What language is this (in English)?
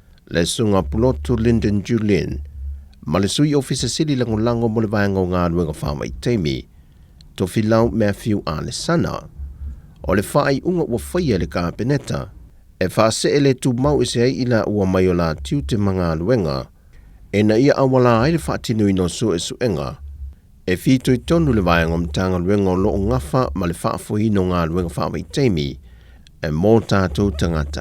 Samoan